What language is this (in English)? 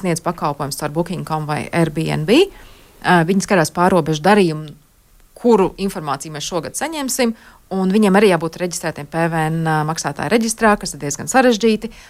Latvian